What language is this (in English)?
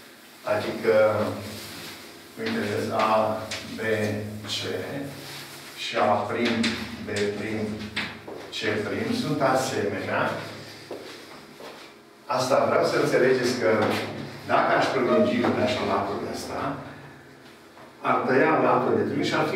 Romanian